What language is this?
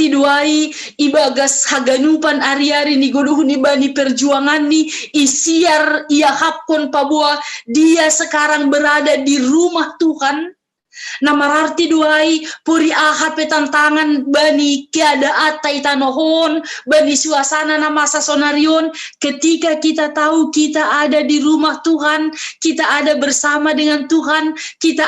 Batak Simalungun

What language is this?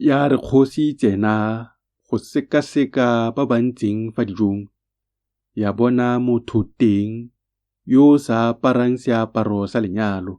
Tswana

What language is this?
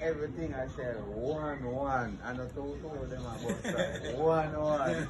Jamaican Creole English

